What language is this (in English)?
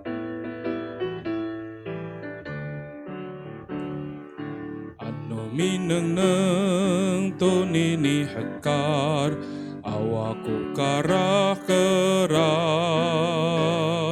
Amis